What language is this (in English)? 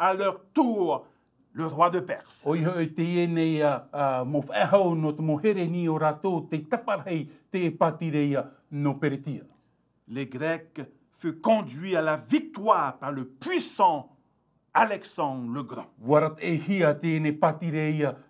Tahitian